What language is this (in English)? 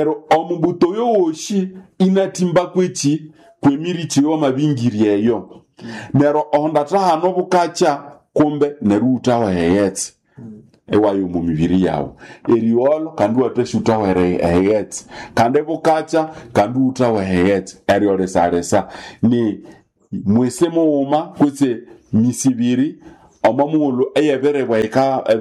Nande